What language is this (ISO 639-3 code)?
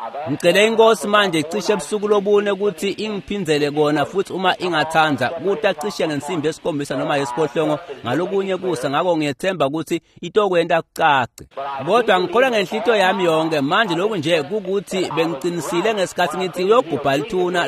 ssw